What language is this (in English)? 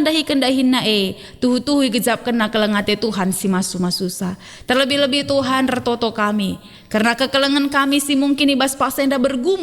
Batak Karo